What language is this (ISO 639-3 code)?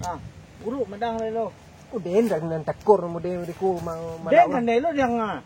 min